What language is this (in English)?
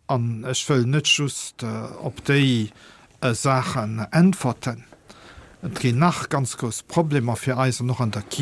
Luxembourgish